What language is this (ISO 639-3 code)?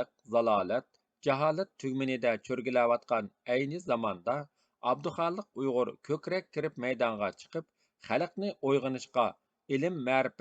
uig